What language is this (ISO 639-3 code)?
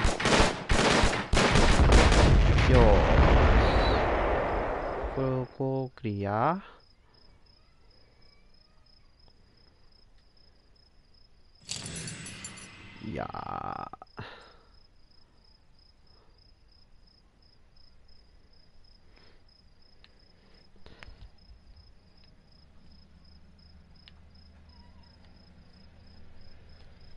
jpn